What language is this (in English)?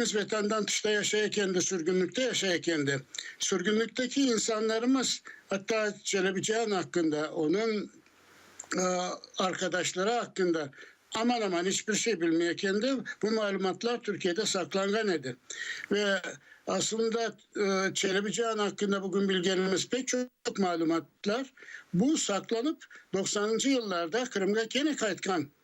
Crimean Tatar